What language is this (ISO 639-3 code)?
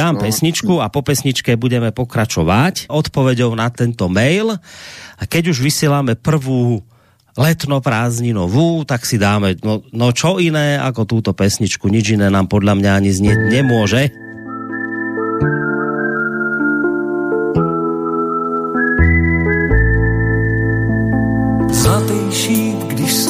slk